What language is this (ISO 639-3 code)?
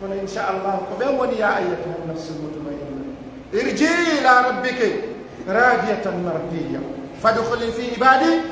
ful